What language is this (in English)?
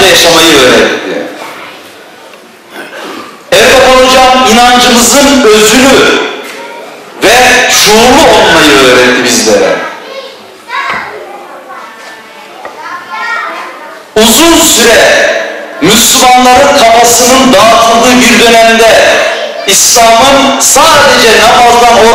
Turkish